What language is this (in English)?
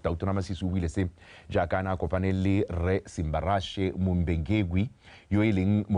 Tswana